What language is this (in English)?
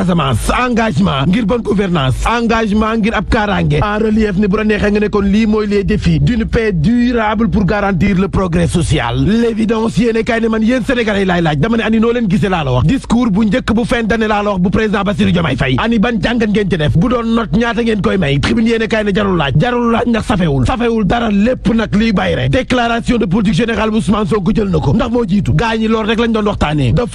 Wolof